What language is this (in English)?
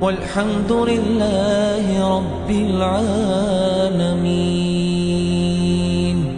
Ingush